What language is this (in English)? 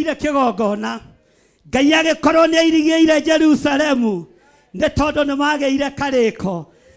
Kikuyu